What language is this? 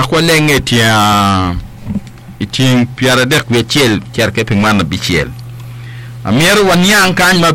Acoli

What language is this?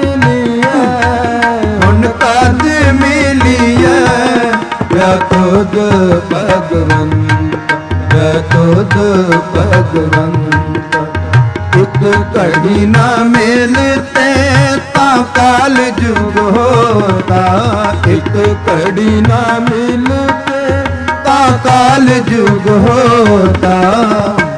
Punjabi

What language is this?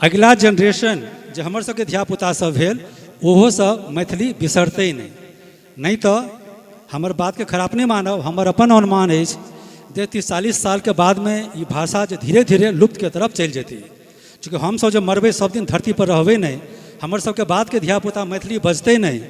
Maithili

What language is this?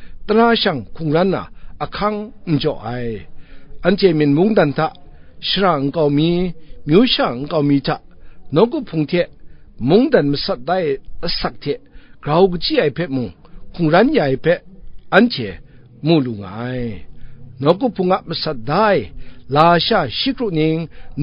Kachin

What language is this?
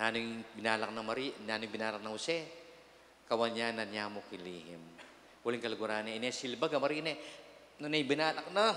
Pampanga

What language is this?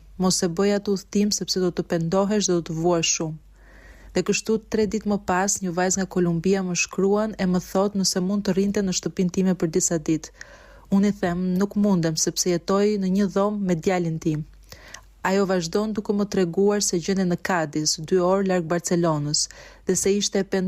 Albanian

